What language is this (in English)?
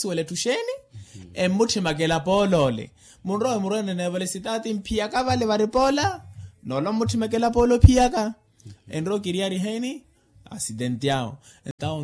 Makhuwa